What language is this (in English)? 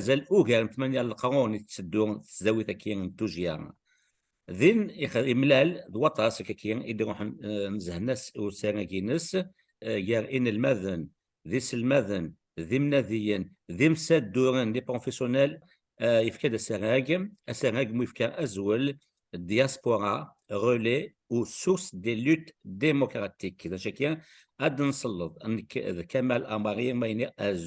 Kabyle